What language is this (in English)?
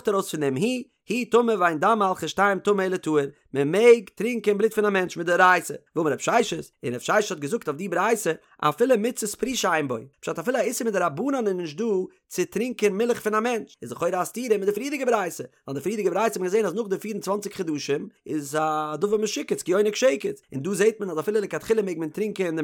Yiddish